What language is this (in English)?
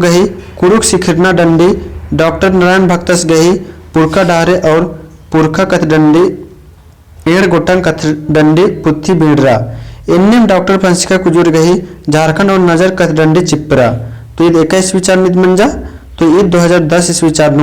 Kurukh